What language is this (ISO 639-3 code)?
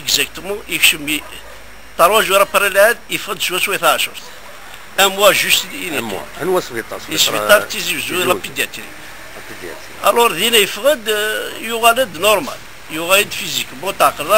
kab